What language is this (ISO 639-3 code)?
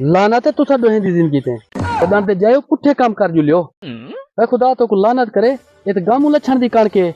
skr